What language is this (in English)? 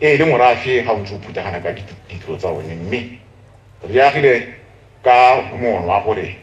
Tswana